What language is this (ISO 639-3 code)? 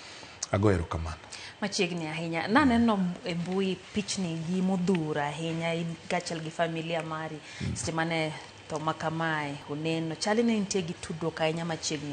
luo